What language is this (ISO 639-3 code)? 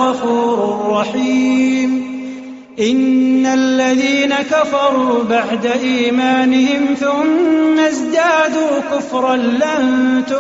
ara